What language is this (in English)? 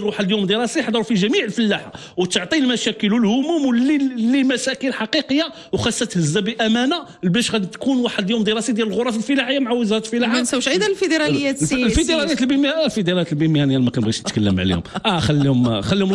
Moroccan Arabic